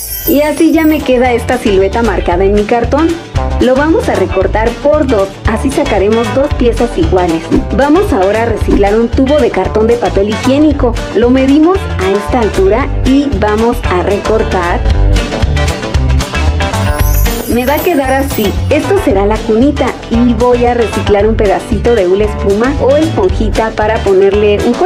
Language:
Spanish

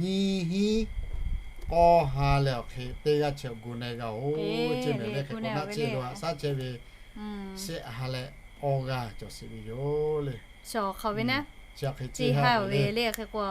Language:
Lahu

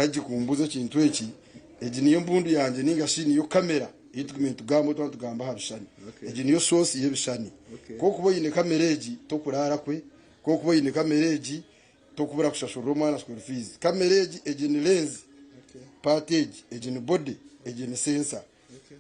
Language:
Nyankole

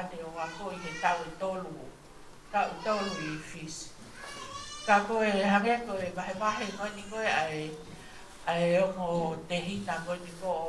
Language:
Tongan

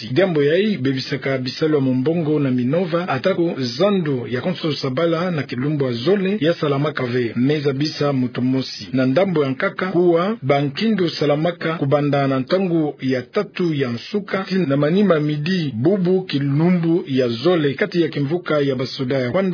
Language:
Kituba (Democratic Republic of Congo)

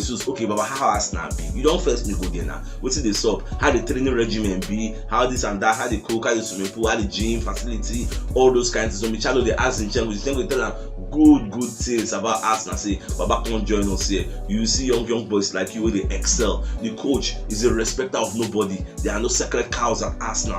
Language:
Nigerian Pidgin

